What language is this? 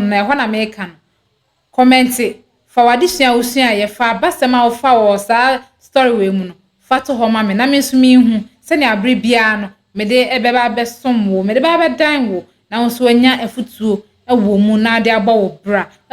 Akan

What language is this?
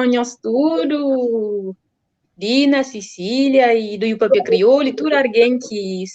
Kabuverdianu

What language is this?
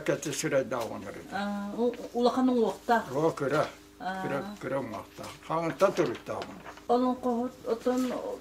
Yakut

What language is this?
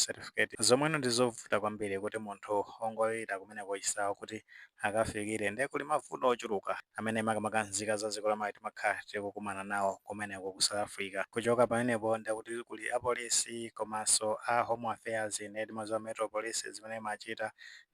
Nyanja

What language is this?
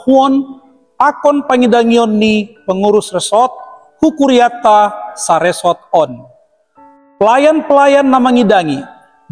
Batak Simalungun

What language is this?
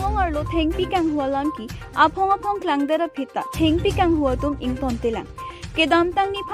Karbi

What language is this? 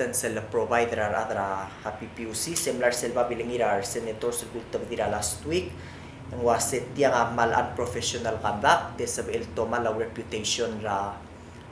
Palauan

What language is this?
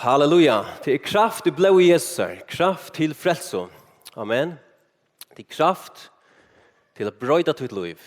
Faroese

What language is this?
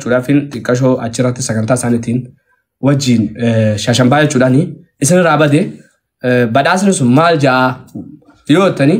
Oromo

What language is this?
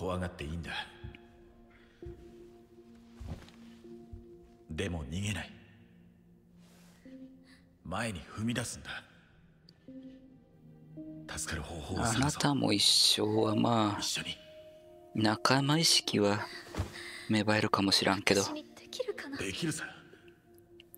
Japanese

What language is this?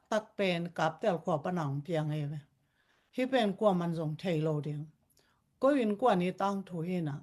Tedim Chin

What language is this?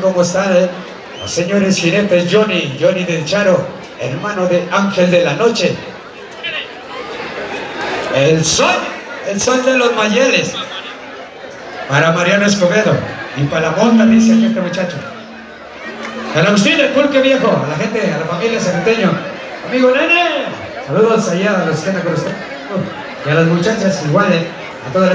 Spanish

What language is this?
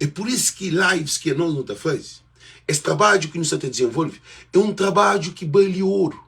Kabuverdianu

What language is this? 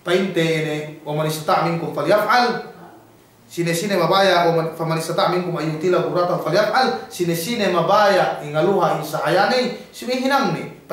Yakan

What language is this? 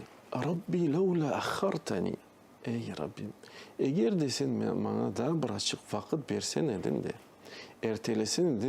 Crimean Tatar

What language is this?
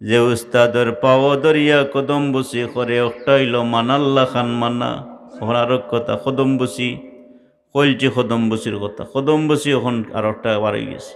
Sylheti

